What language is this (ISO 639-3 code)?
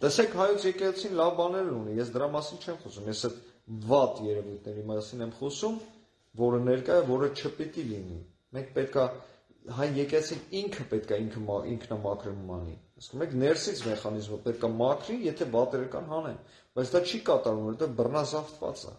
hye